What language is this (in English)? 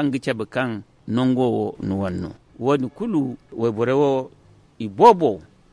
Zarma